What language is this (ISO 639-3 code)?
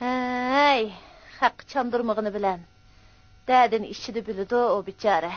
uig